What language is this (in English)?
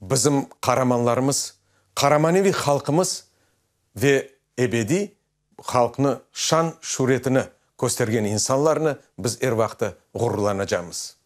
Crimean Tatar